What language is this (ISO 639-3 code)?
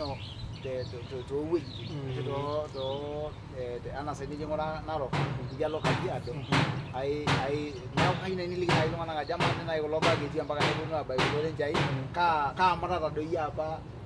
mas